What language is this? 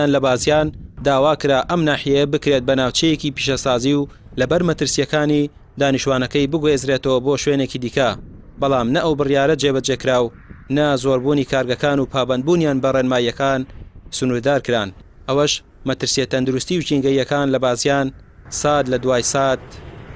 Central Kurdish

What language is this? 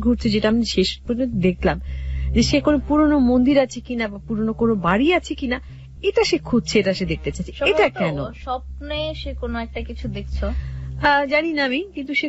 Bangla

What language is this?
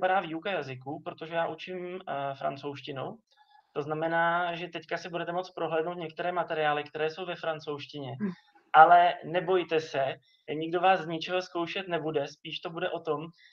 Czech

